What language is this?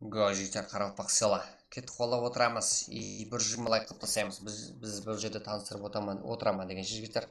Kara-Kalpak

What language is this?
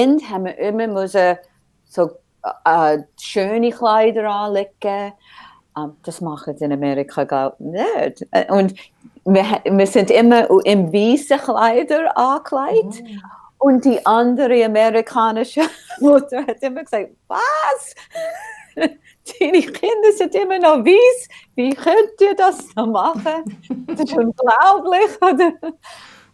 Swiss German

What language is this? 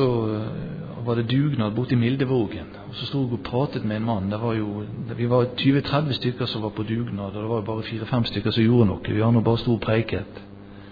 Norwegian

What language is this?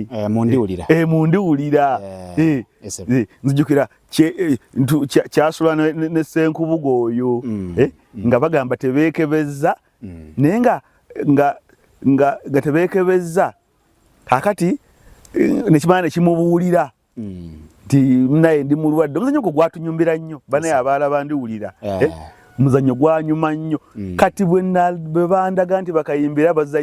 Ganda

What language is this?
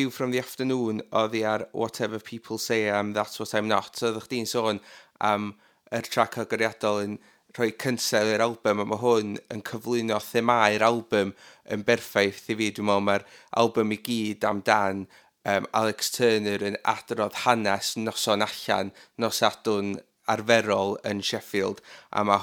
Welsh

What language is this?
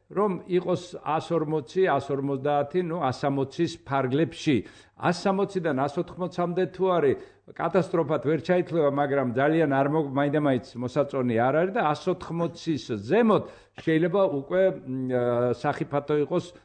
Georgian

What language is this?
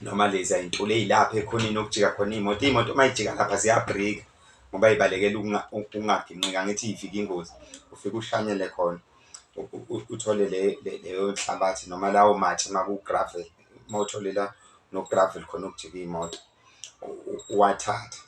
Zulu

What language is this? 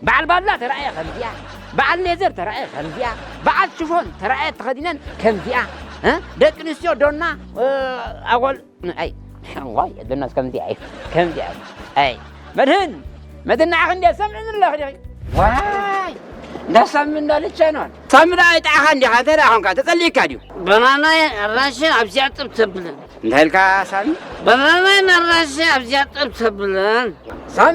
Tigrinya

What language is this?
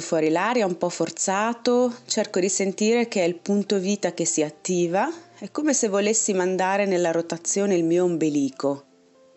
Italian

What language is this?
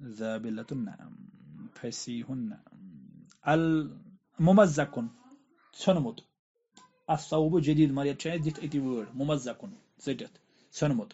Kashmiri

